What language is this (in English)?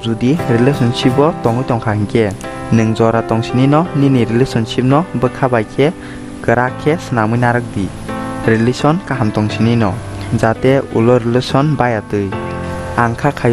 Kok Borok